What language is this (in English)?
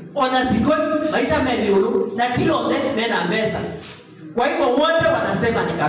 Kamba